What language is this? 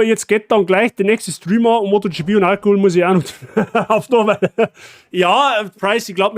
Bavarian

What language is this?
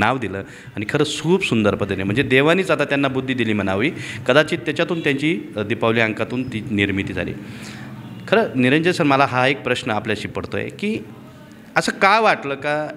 Marathi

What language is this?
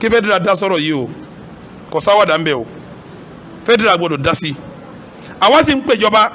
Yoruba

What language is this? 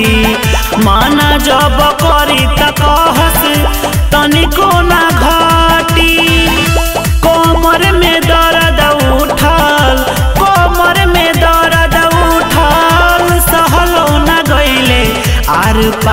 Bhojpuri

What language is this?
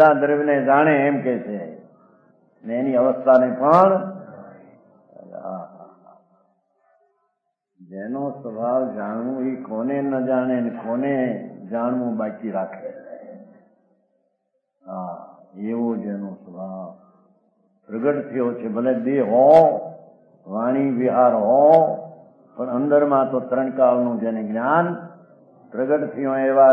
Gujarati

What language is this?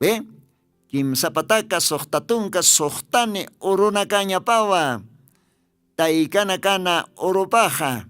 Aymara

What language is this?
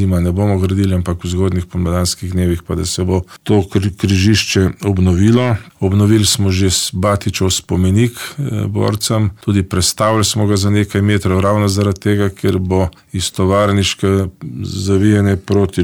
Slovenian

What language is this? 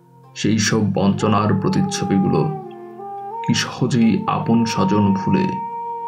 Bangla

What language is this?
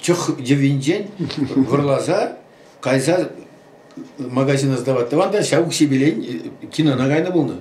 Chuvash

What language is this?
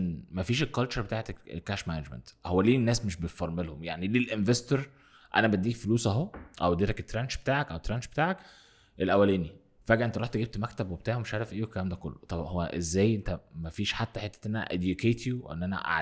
Egyptian Arabic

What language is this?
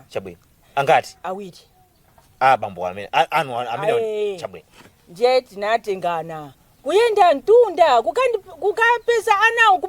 Nyanja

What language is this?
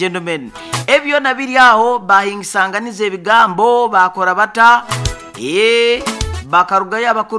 Nyoro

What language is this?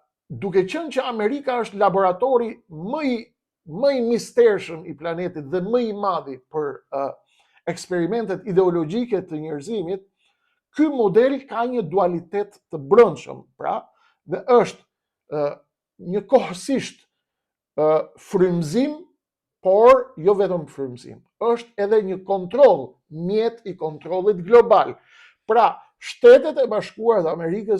Albanian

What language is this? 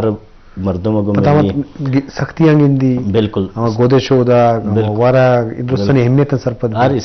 Eastern Balochi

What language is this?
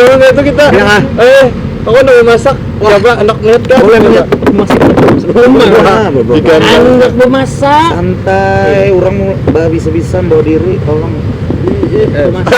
Banjar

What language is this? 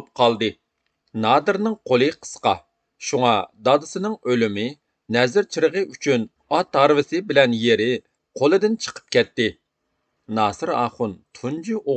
Uyghur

